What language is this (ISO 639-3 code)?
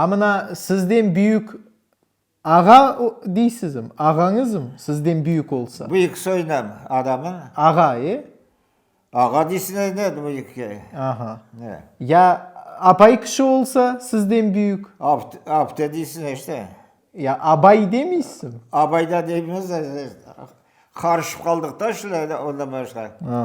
crh